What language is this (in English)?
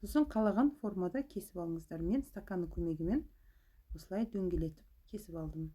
Kazakh